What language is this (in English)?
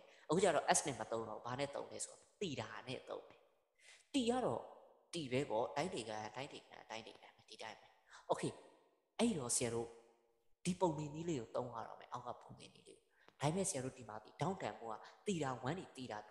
Burmese